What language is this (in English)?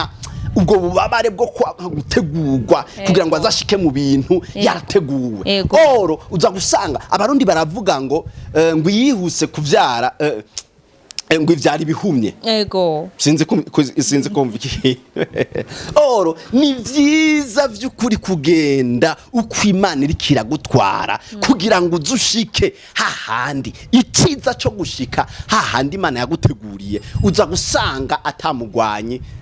Rundi